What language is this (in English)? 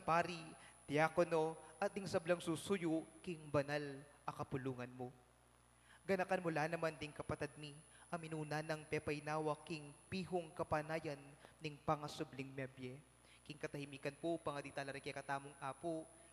Pampanga